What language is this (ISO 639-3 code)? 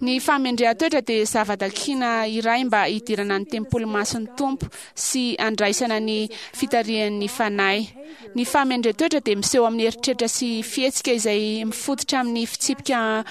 mlg